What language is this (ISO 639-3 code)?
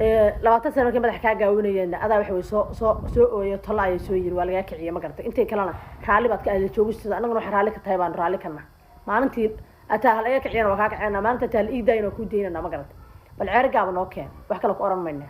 som